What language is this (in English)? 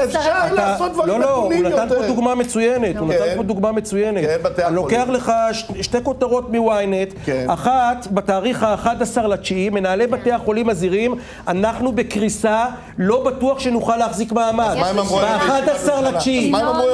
Hebrew